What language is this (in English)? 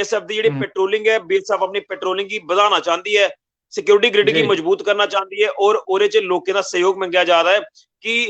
Dogri